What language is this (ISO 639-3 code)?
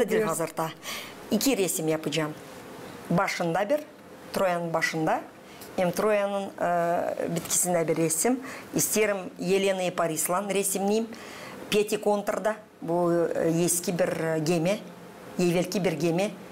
gag